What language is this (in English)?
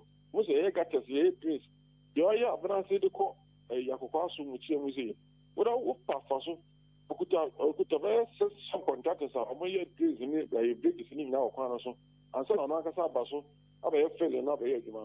Akan